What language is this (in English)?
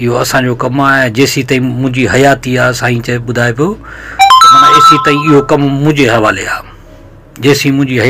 Sindhi